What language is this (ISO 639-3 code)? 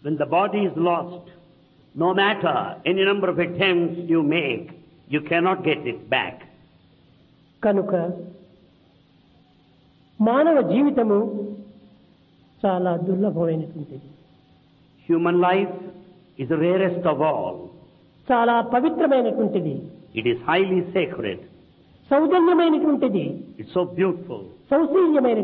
tel